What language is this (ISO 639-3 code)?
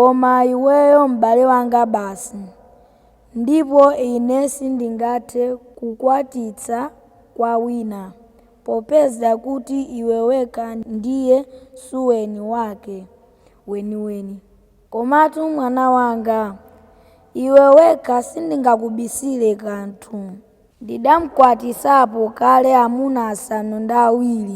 nya